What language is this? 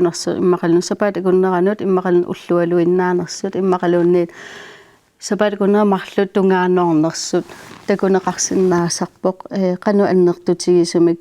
Kalaallisut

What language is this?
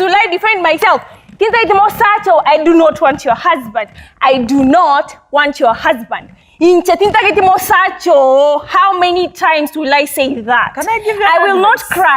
Gusii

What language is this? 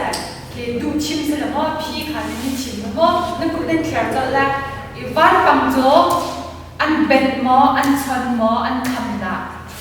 Hakha Chin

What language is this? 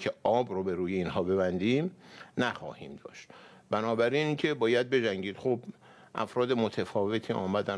Persian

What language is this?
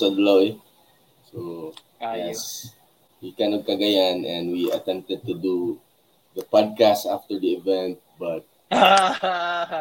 Filipino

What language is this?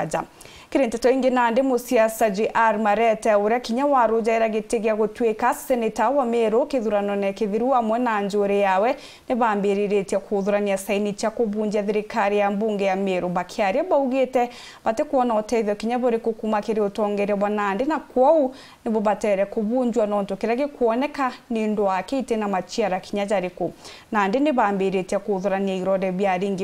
Meru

